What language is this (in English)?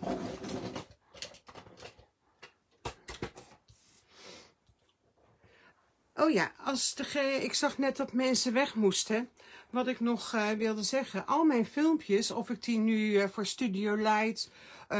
Dutch